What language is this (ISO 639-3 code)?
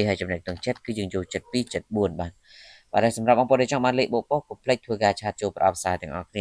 khm